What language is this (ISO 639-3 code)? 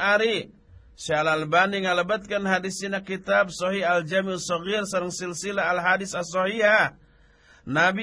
sun